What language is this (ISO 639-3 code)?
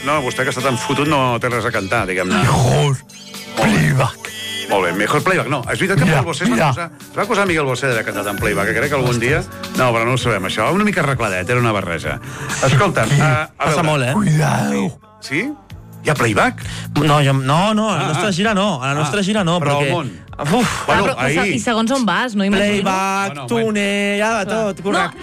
cat